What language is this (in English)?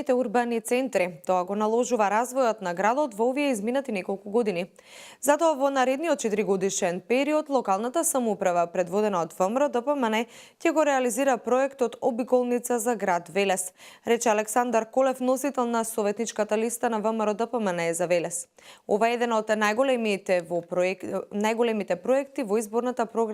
Macedonian